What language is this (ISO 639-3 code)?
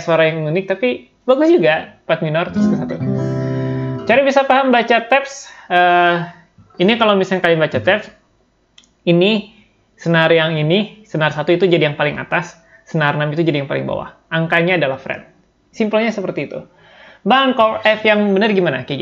ind